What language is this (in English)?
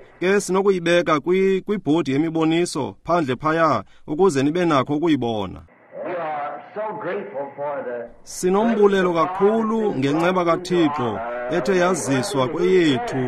Xhosa